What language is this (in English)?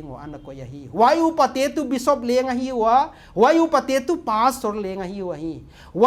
Paite Chin